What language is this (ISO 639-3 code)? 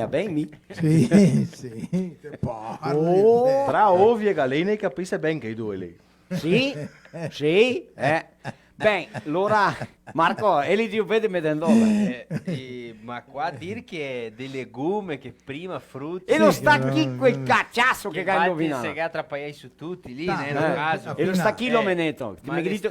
vec